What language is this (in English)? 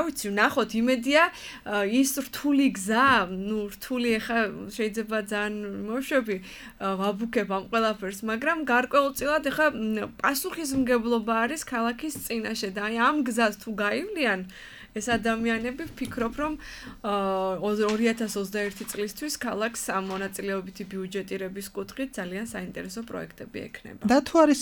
Georgian